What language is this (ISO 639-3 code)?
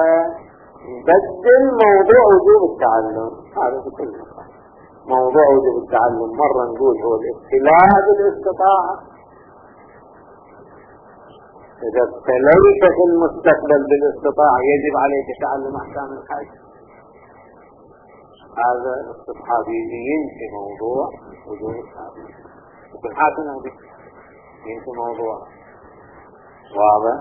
ara